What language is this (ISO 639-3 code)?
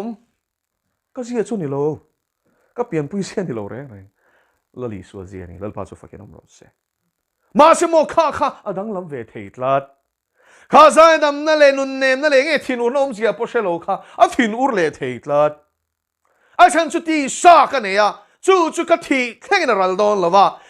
lus